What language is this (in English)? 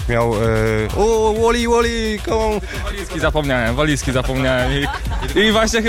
Polish